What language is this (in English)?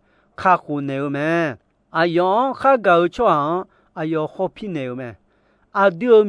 Akha